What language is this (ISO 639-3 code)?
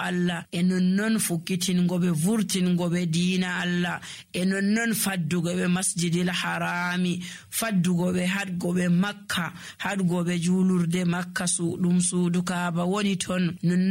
fuv